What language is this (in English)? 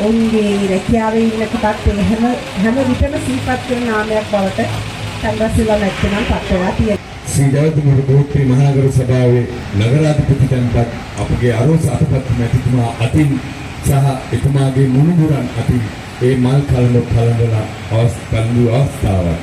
Sinhala